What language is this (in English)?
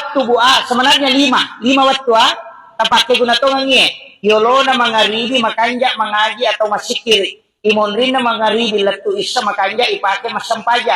Buginese